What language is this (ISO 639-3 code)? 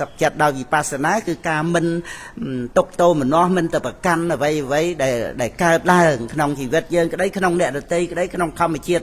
khm